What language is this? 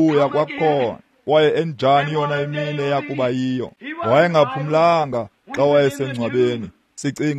Xhosa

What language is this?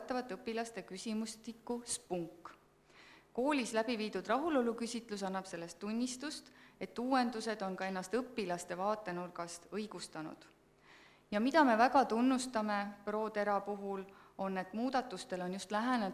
Estonian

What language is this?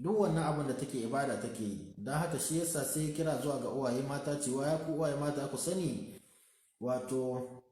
Hausa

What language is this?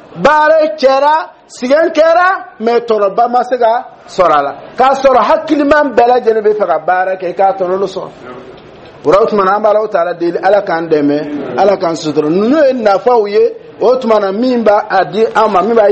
Dyula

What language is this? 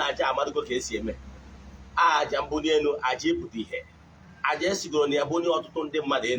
Igbo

